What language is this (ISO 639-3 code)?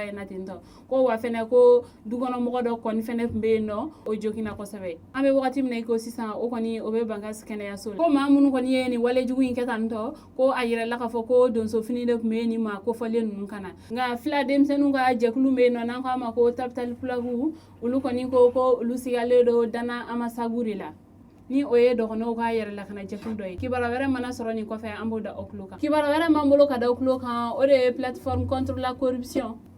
bam